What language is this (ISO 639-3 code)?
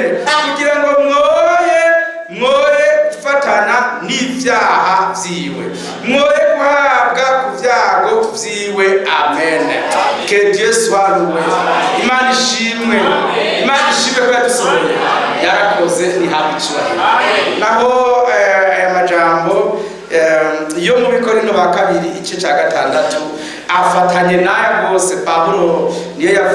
run